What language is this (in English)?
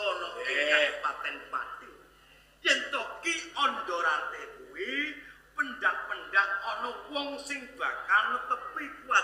Javanese